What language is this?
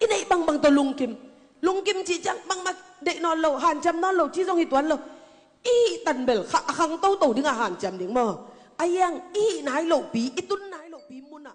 Tedim Chin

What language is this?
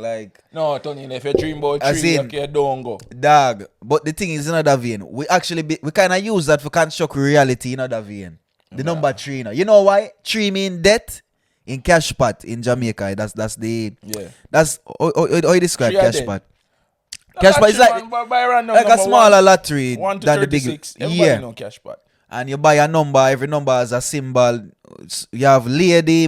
Jamaican Creole English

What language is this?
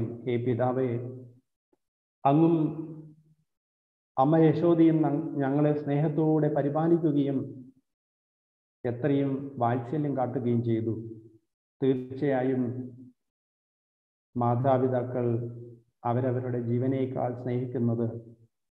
Malayalam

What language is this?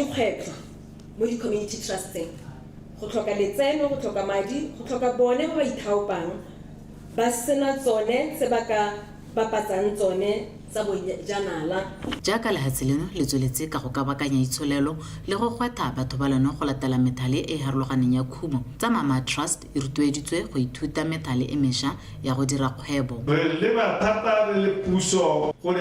Tswana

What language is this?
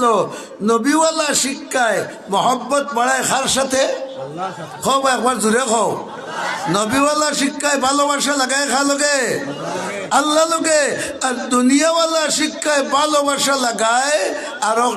Sylheti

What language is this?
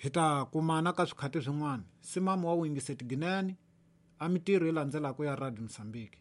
Tsonga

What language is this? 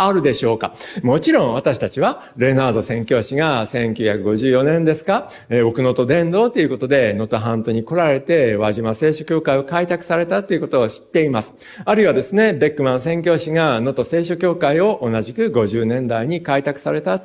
Japanese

